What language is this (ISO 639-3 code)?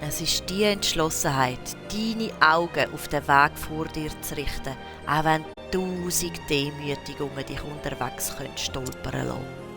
gsw